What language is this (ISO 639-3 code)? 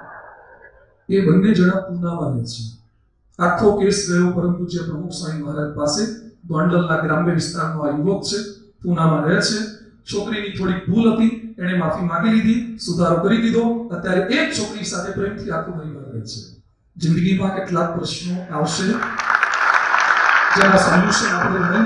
guj